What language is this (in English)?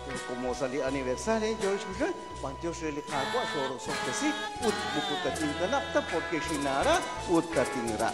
Kekchí